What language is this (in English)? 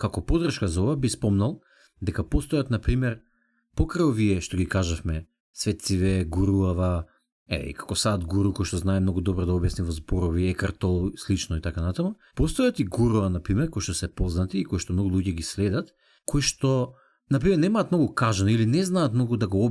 Macedonian